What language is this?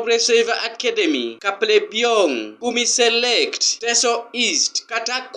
Teso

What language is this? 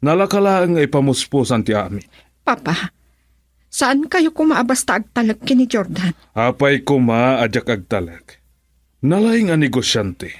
Iloko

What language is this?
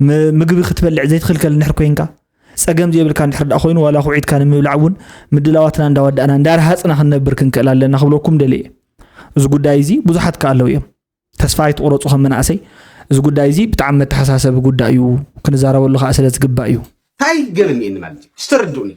Tigrinya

